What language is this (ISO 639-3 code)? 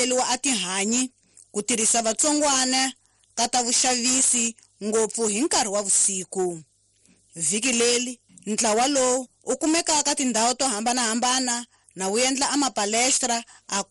tso